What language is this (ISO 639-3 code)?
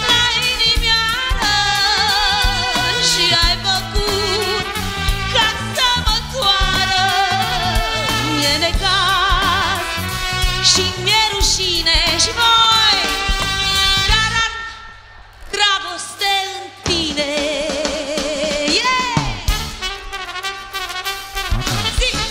ron